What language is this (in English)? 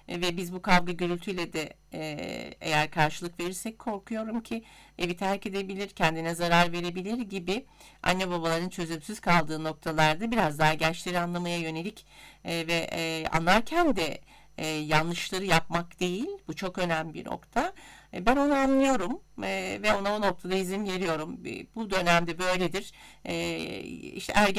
Turkish